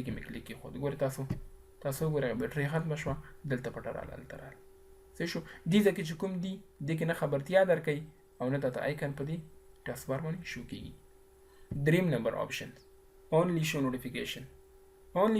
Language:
Pashto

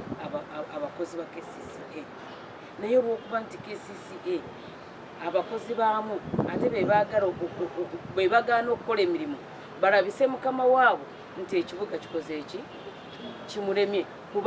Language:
Ganda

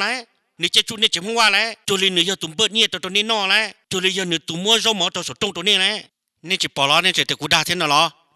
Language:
Hmong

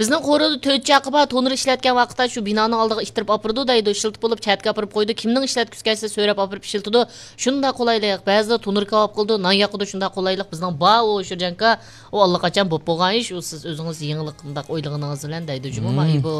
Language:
Uyghur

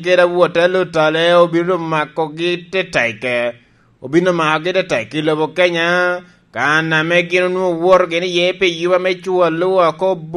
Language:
Lango (Uganda)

